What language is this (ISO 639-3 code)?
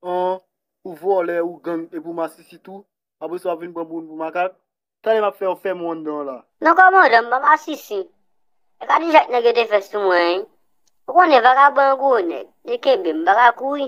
hat